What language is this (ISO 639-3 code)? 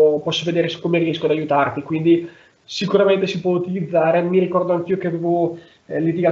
ita